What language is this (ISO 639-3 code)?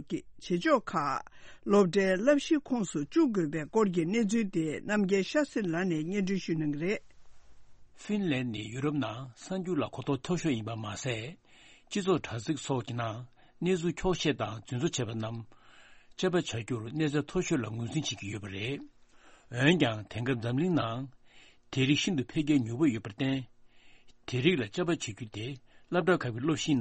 bod